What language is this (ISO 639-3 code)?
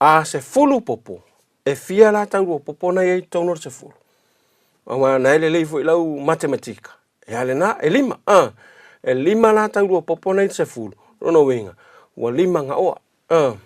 smo